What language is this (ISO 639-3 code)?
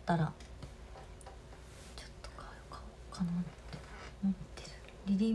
jpn